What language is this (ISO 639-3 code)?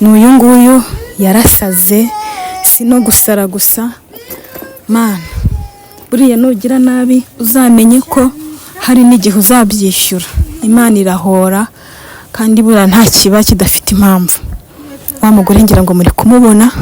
kin